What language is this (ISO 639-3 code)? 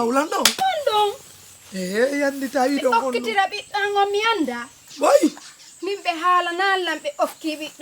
ful